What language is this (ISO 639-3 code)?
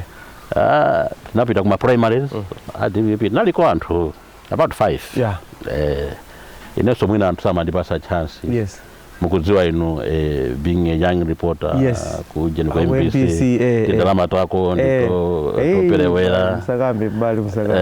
nya